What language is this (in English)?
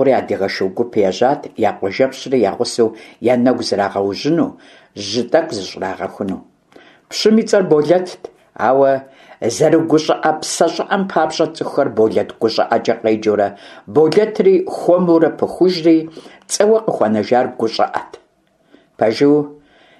Kabardian